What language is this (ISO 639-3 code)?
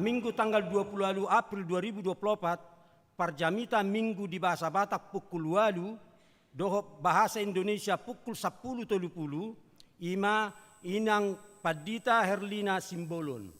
bbc